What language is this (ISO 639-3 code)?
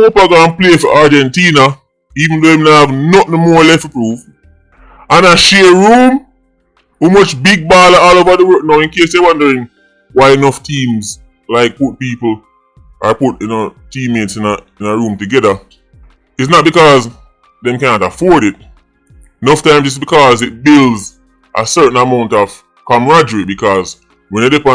jam